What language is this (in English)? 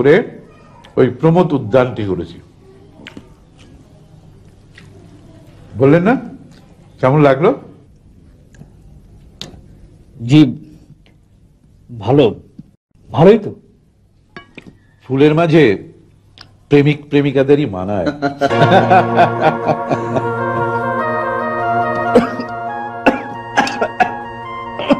Bangla